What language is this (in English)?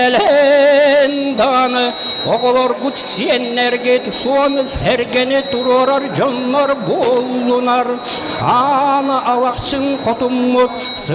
Yakut